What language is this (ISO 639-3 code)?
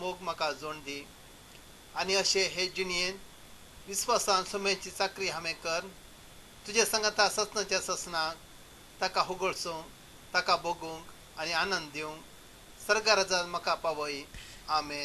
kok